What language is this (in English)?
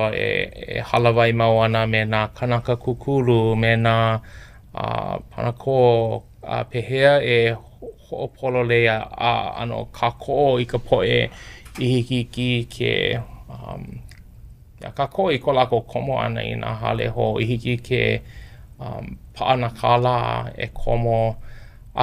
Hawaiian